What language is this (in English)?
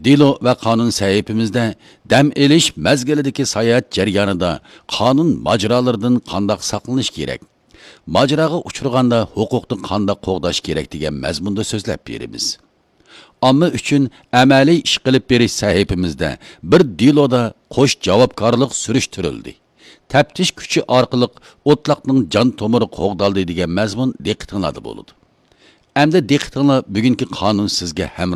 Uyghur